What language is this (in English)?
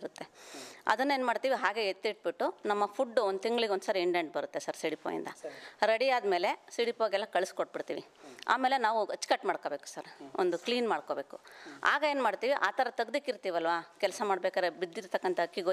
Kannada